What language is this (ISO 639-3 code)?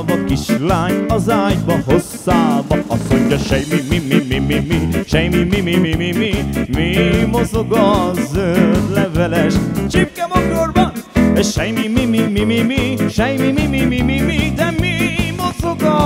hun